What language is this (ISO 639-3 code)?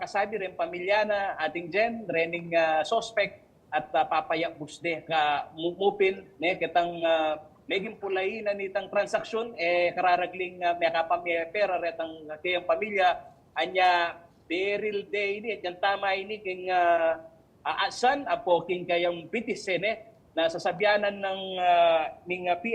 pam